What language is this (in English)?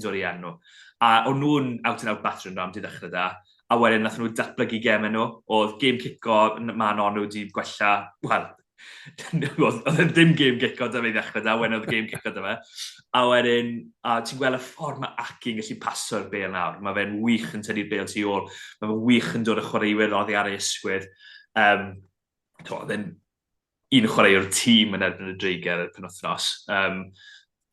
Welsh